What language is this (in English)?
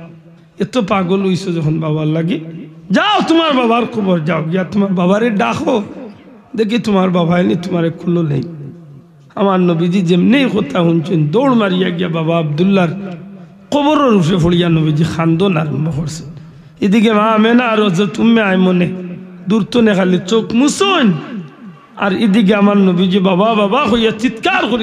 Sylheti